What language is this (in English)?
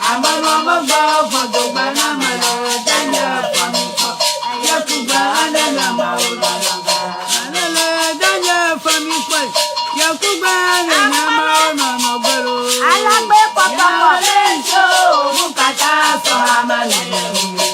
Ewe